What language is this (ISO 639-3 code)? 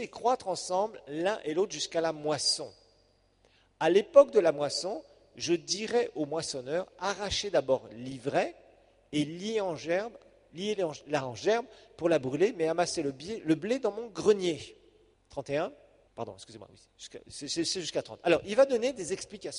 fra